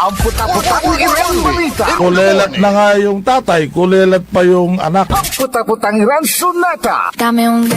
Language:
Pangasinan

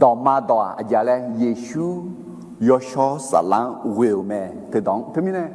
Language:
Akha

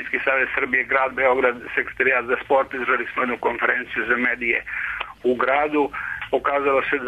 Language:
Serbian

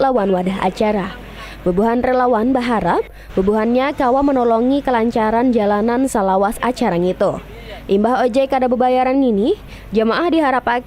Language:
Banjar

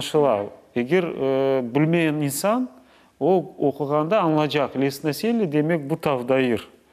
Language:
Crimean Tatar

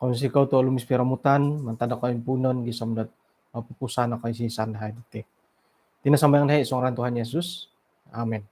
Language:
Central Dusun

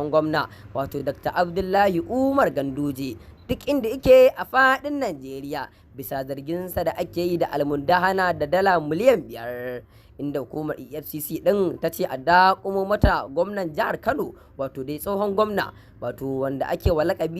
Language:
Hausa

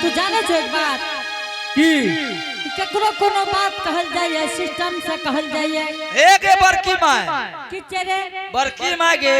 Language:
Angika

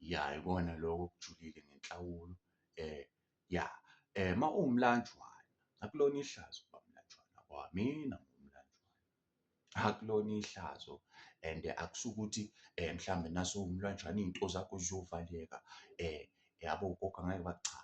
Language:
Zulu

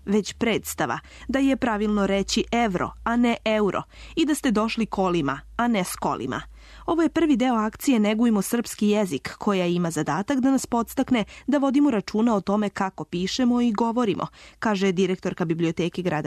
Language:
Serbian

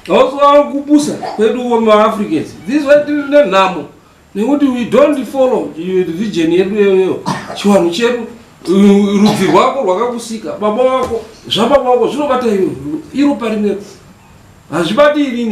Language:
Shona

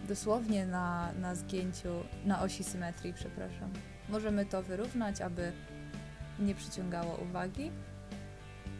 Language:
Polish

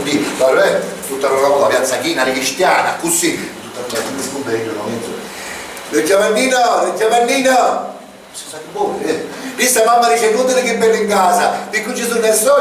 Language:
Sicilian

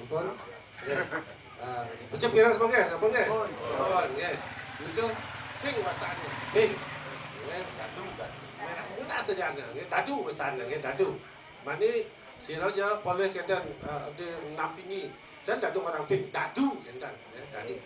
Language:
Balinese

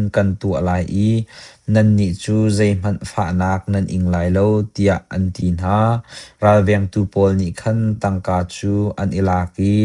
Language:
Hakha Chin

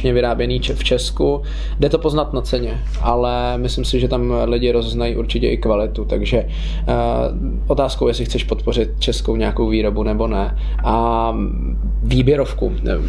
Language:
Czech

